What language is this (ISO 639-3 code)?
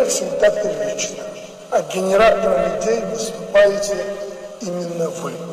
rus